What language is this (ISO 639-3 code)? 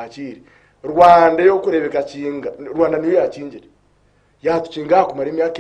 nyn